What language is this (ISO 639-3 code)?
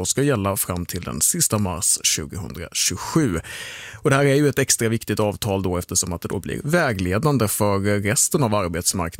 swe